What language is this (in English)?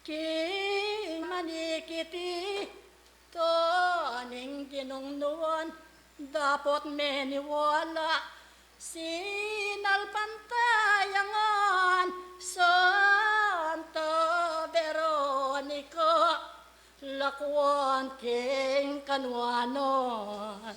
Pampanga